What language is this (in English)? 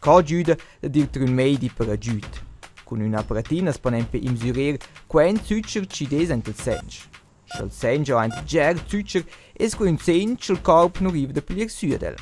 Romansh